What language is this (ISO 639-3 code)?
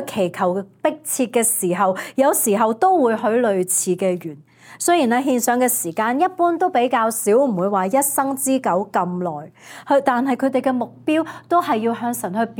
yue